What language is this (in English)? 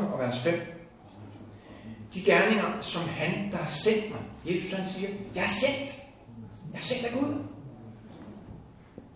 Danish